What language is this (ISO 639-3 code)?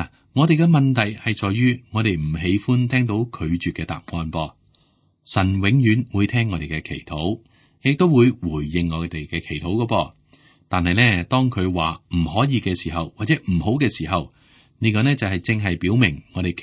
yue